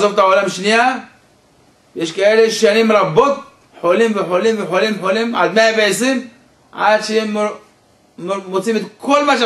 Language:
Hebrew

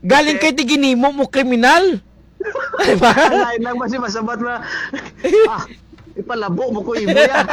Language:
Hiligaynon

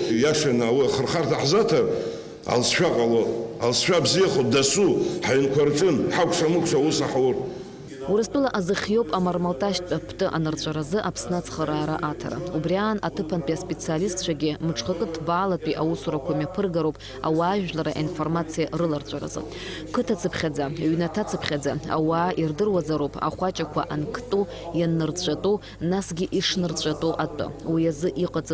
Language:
Abkhazian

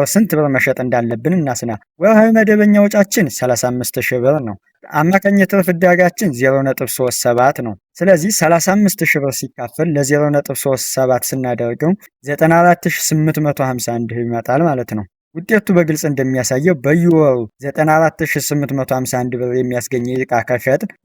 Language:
Amharic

